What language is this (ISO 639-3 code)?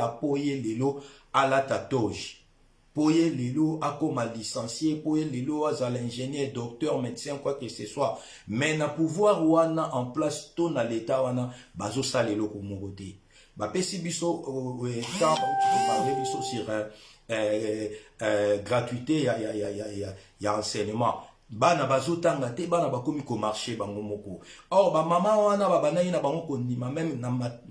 lin